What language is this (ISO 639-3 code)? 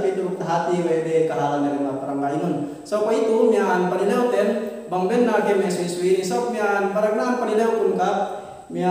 yka